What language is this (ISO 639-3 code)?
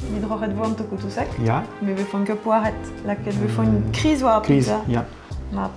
bre